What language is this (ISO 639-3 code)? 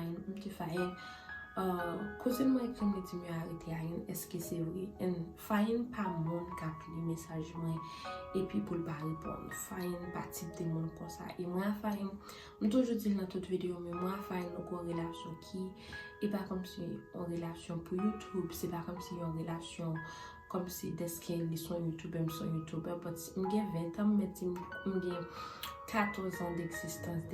hat